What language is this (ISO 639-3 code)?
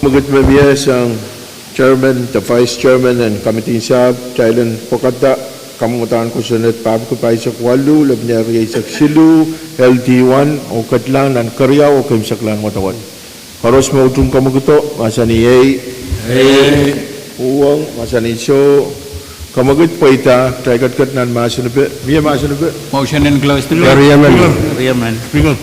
pon